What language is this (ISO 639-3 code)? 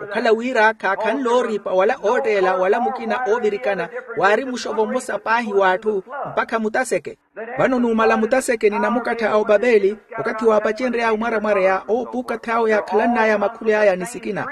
vmw